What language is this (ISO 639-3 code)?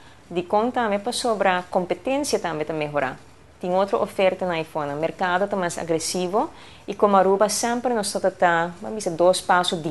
pap